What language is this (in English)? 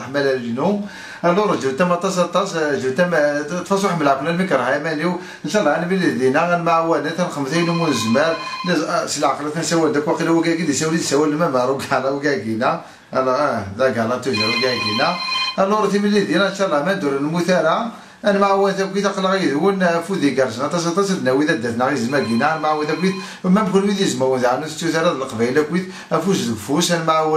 Kabyle